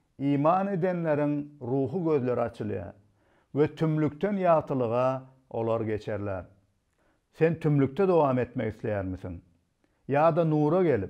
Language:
Turkmen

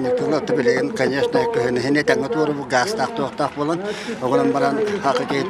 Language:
Yakut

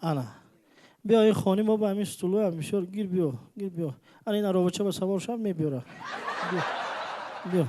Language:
Tajik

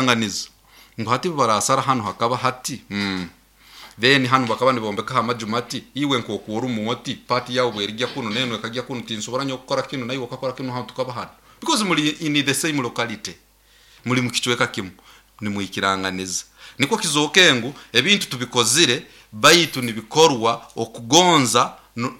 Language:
Nyoro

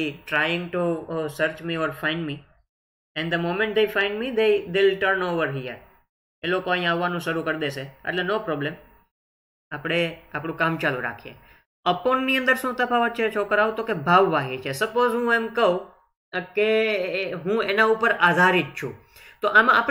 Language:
Gujarati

